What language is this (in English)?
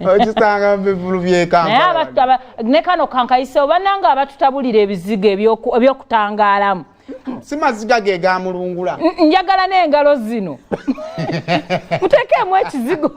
Ganda